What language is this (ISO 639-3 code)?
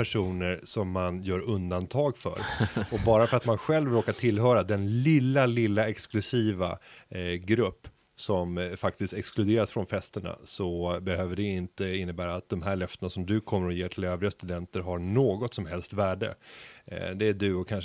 swe